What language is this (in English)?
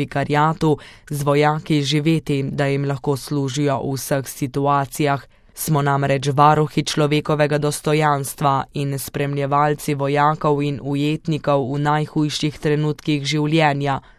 Slovenian